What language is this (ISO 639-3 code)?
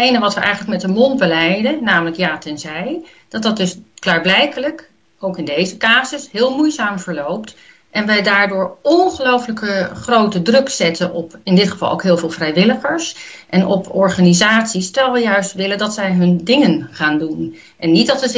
nld